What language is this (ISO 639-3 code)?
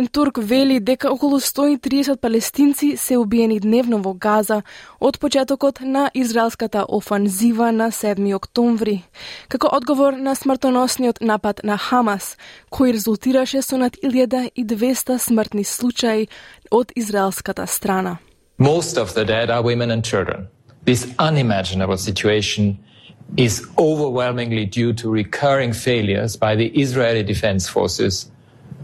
mkd